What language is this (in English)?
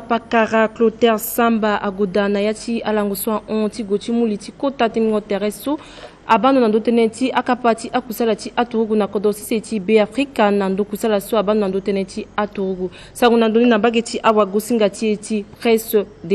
Sango